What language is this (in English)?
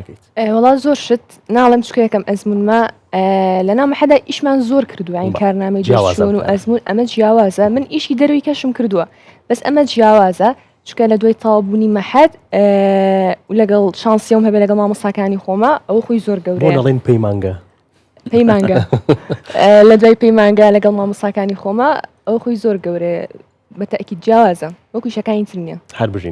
Central Kurdish